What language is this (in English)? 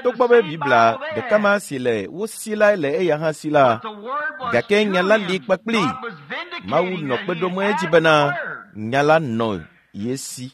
Ewe